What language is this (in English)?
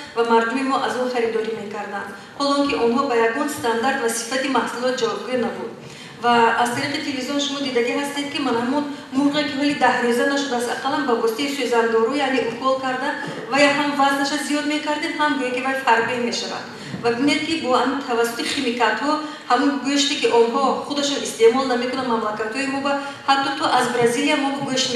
Tajik